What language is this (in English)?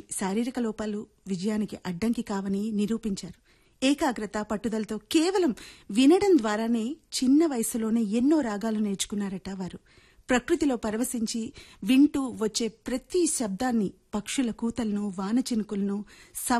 Telugu